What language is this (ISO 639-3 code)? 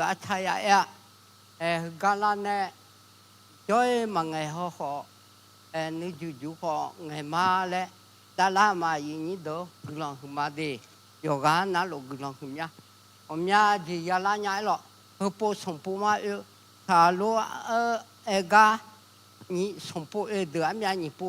ahk